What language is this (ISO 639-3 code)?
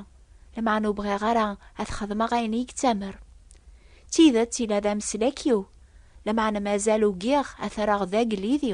kab